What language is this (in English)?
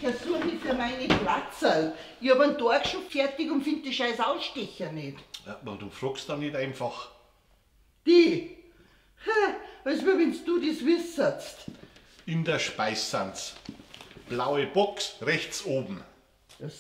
Bavarian